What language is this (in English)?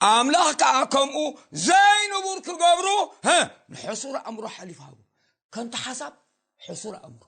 Tigrinya